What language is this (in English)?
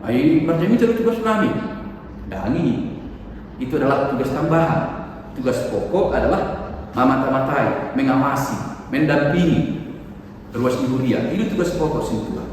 Batak Toba